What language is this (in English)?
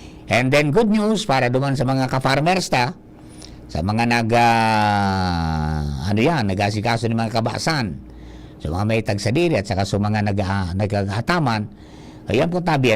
Bikol